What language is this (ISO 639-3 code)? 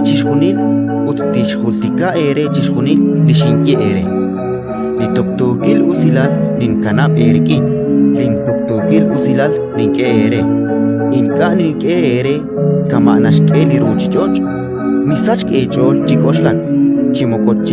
kek